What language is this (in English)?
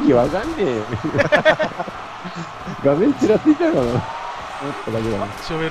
Japanese